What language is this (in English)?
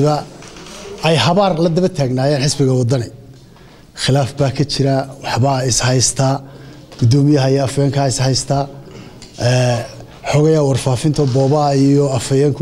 Somali